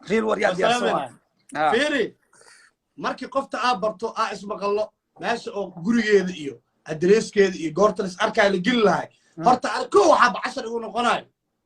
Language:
Somali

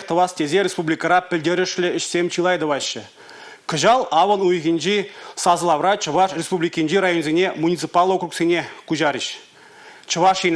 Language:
Chuvash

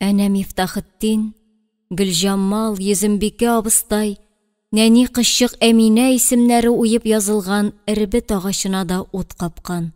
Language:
Tatar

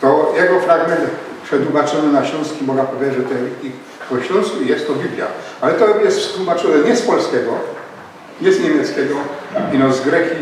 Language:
Silesian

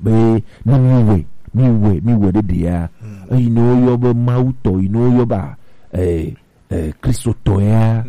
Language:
Gen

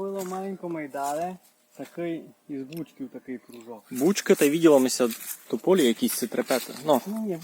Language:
Rusyn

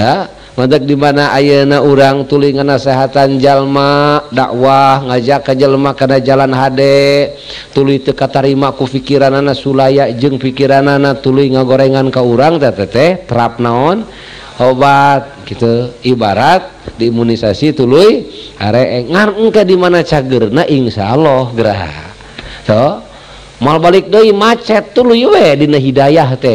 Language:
Sundanese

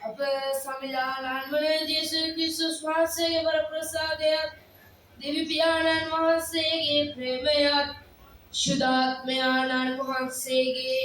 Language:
Sinhala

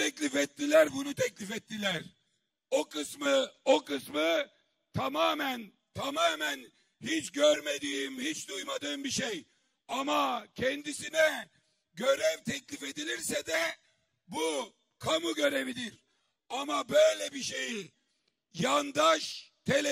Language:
Turkish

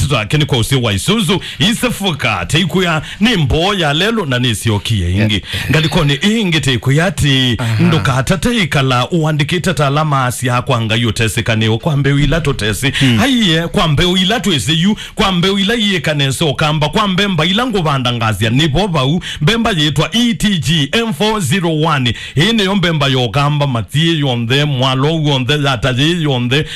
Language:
Kamba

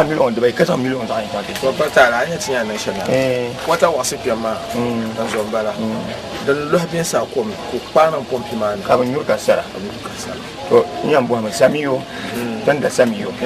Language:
Dagbani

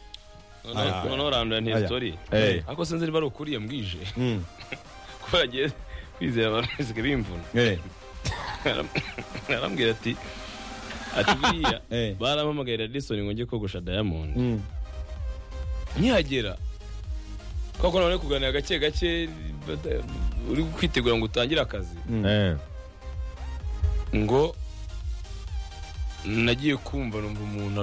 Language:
Kinyarwanda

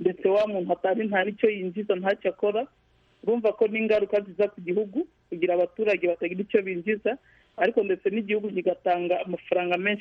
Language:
Kinyarwanda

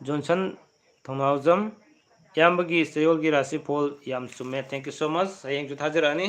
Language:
Manipuri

